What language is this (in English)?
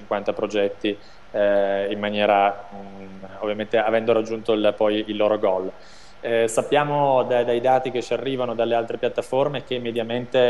Italian